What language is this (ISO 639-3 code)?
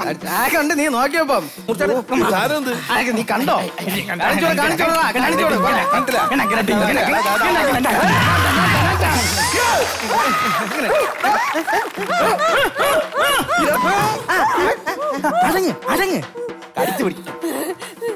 mal